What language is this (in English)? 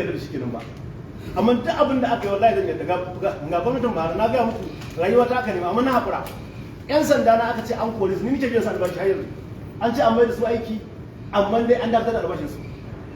Hausa